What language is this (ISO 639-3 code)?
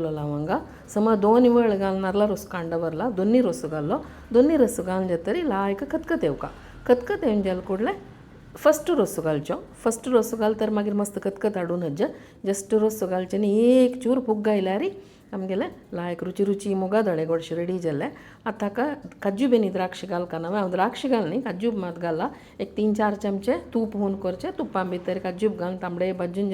kok